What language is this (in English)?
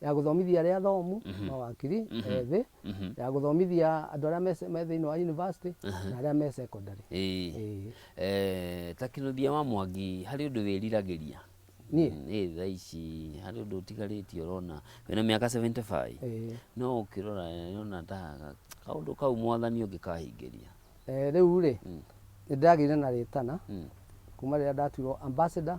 Kikuyu